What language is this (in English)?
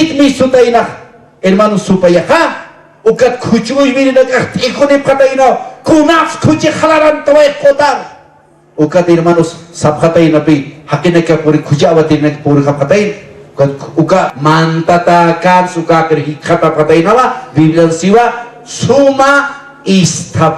Aymara